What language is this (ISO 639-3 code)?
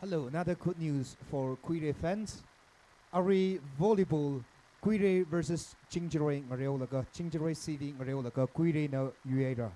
nmf